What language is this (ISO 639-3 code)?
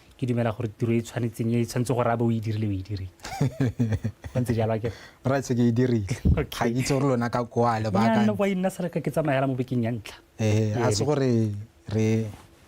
tsn